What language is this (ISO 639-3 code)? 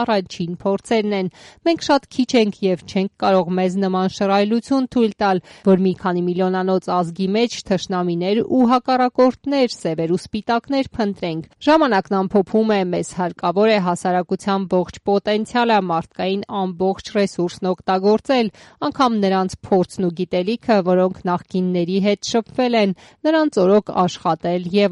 hye